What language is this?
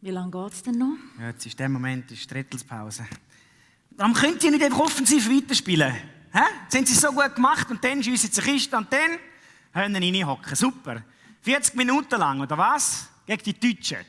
Swiss German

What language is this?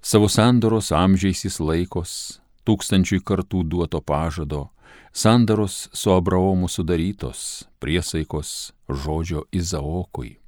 Lithuanian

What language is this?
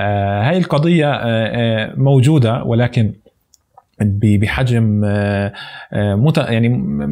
North Levantine Arabic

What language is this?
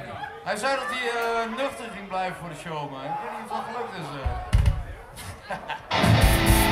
Dutch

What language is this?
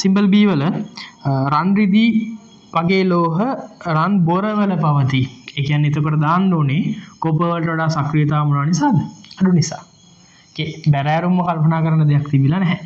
Sinhala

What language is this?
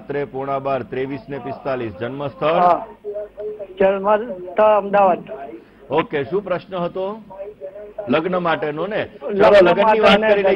Gujarati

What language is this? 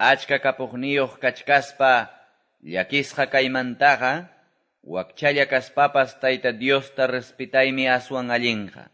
Quechua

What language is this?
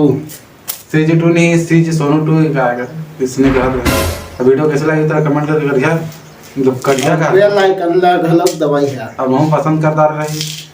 Chhattisgarhi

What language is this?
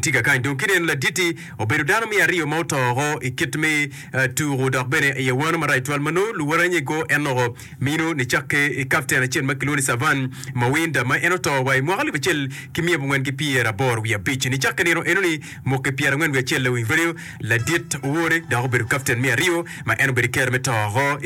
Acoli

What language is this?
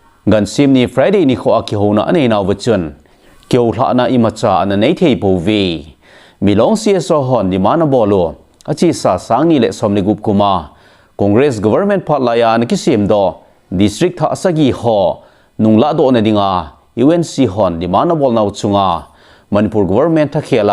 Thado Chin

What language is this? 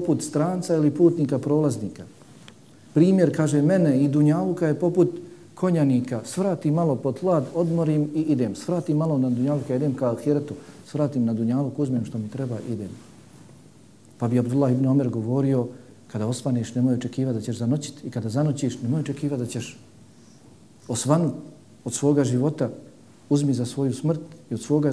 Bosnian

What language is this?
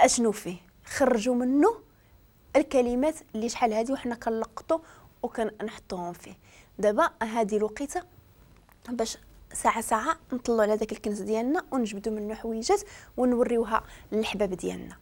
Moroccan Arabic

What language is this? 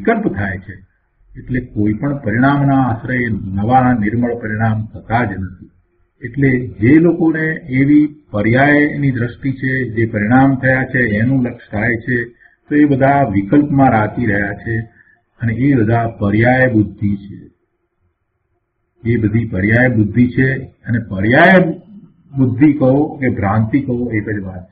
Gujarati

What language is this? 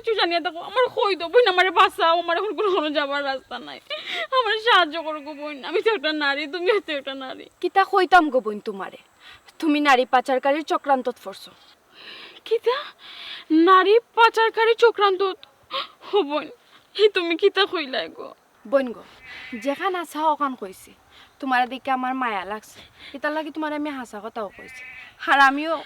Sylheti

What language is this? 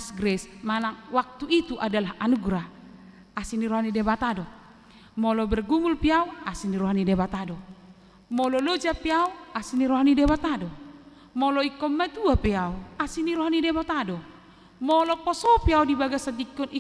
Batak Toba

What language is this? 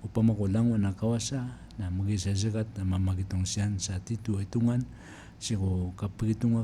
Maranao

